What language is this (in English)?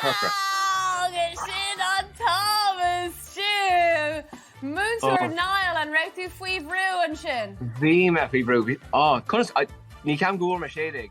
Irish